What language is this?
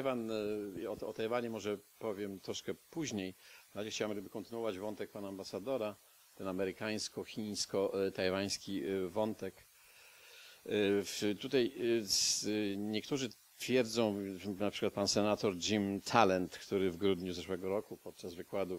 Polish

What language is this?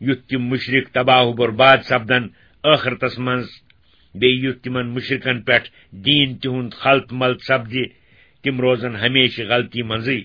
Kashmiri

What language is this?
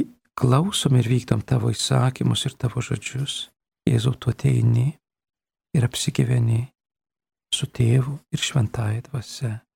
Lithuanian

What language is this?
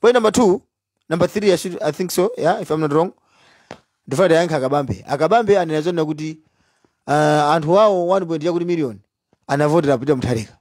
Nyanja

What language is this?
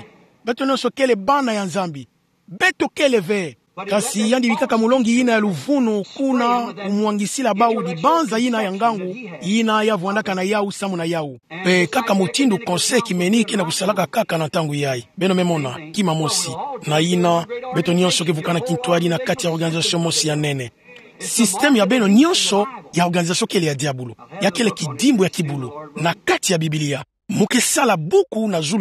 Kituba (Democratic Republic of Congo)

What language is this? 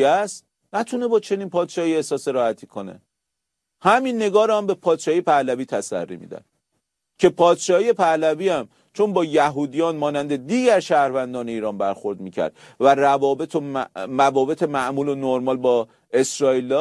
Persian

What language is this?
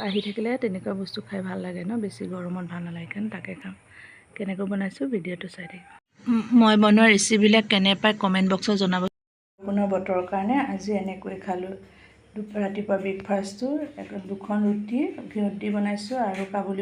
Assamese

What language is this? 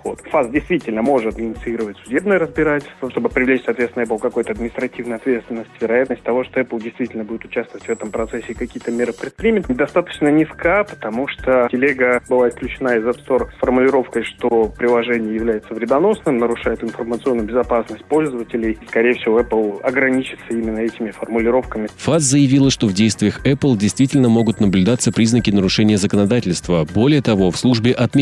Russian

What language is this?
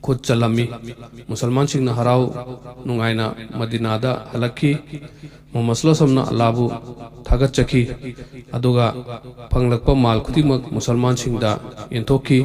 Manipuri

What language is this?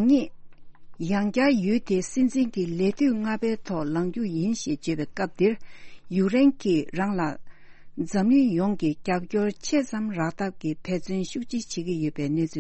Tibetan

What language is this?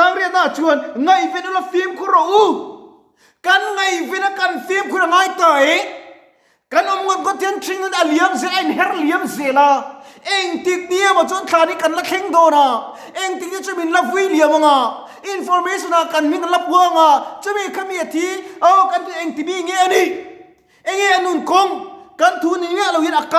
Mizo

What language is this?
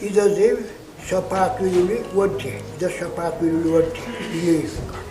Dargwa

